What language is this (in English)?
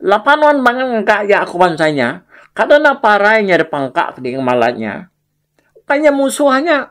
Iban